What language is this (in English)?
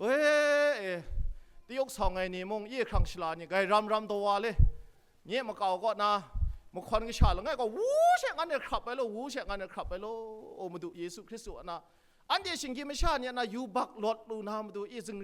Kachin